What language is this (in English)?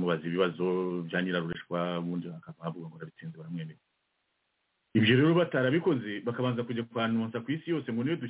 Kinyarwanda